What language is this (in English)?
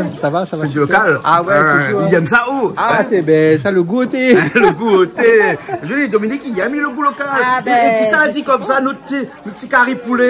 Réunion Creole French